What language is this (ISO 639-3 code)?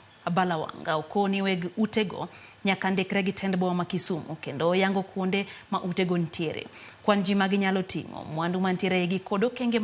luo